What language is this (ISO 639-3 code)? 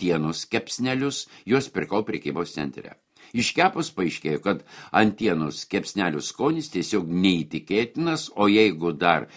lit